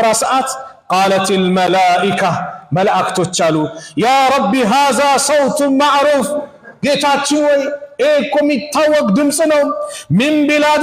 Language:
Amharic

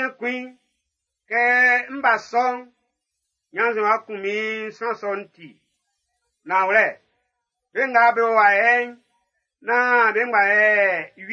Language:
Baoulé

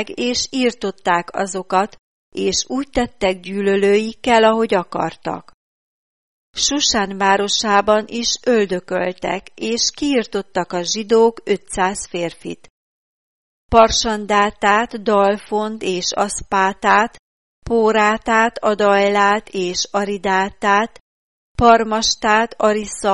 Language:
Hungarian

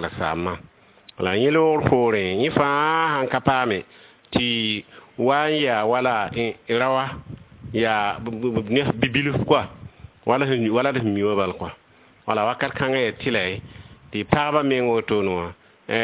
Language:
Mossi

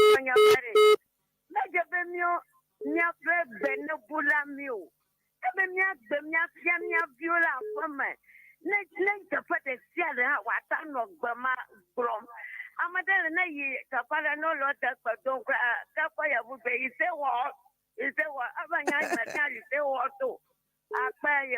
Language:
Ewe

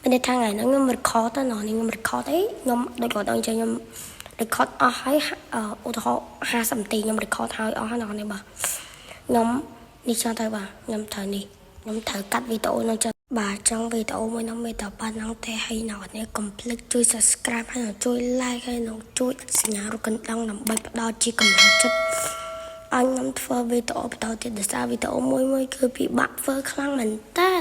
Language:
Khmer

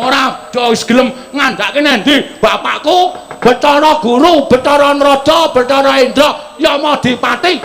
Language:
Javanese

